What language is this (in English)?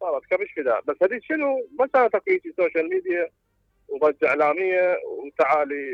Mesopotamian Arabic